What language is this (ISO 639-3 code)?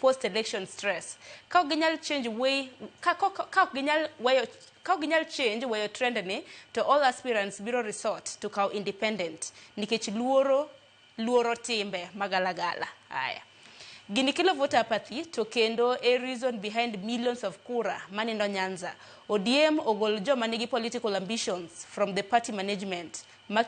luo